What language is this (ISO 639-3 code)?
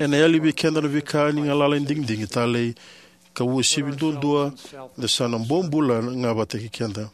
fij